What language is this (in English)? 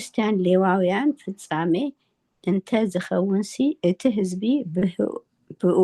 Tigrinya